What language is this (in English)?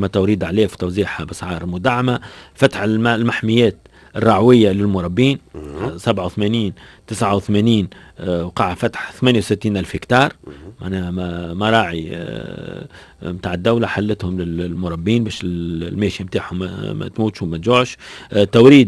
Tunisian Arabic